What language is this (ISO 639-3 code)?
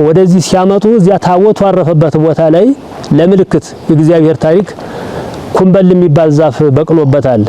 amh